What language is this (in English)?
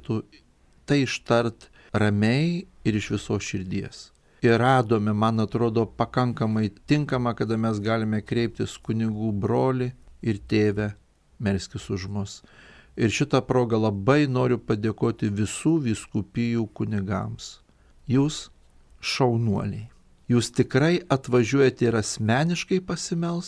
Lithuanian